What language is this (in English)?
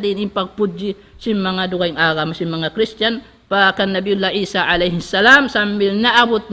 Tausug